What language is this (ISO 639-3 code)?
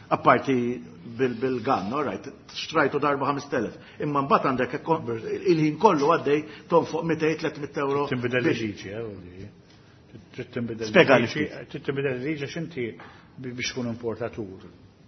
mlt